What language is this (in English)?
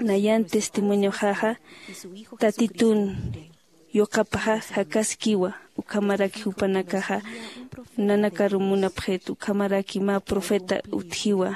Aymara